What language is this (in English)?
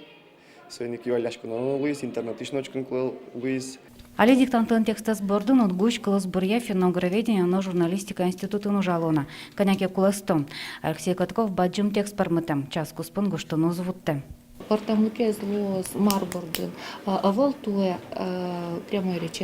Udmurt